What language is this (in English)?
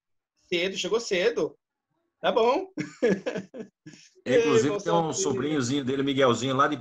Portuguese